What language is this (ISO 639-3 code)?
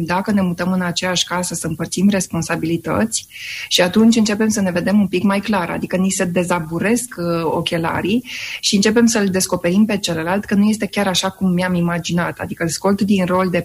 ron